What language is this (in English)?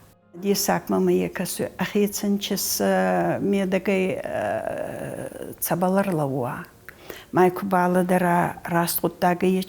Ossetic